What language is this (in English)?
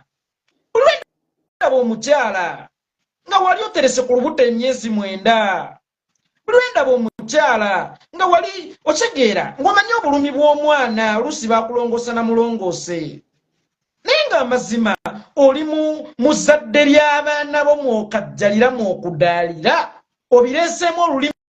Ganda